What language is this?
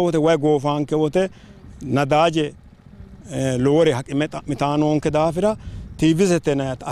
Sidamo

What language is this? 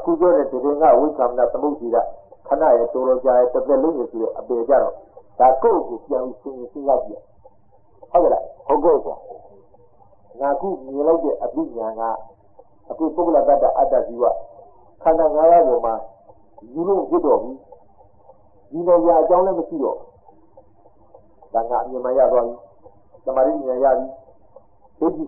Burmese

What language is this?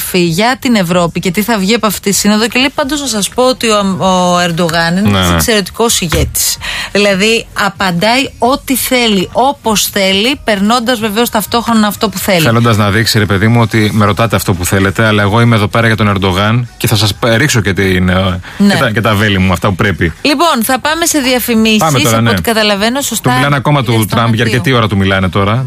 Greek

